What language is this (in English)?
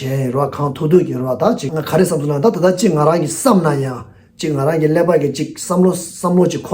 Tibetan